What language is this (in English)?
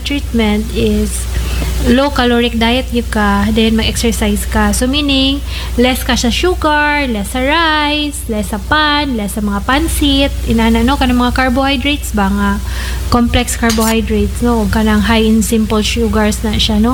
Cebuano